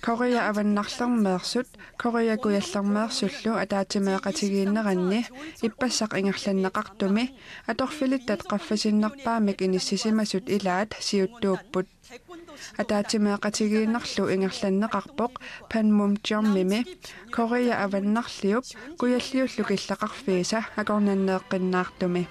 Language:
Kalaallisut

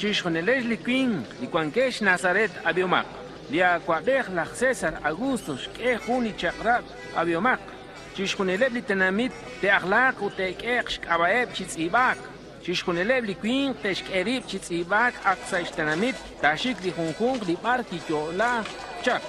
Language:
Kekchí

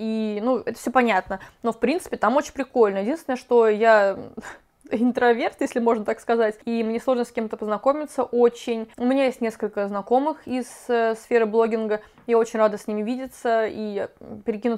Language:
Russian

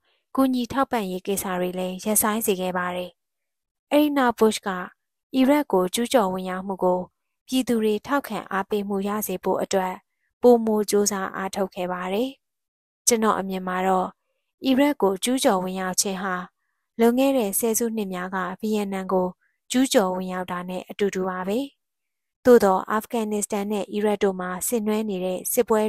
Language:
Burmese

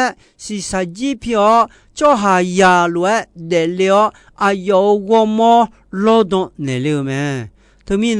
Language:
Akha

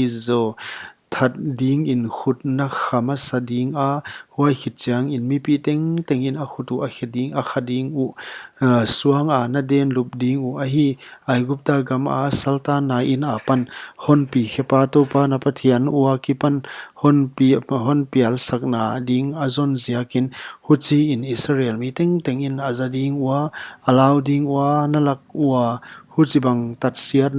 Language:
Paite Chin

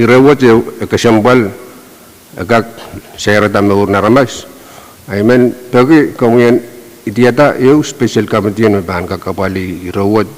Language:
Pohnpeian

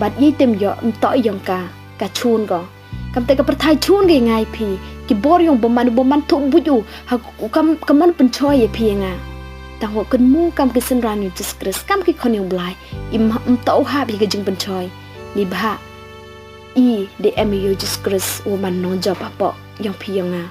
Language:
Pnar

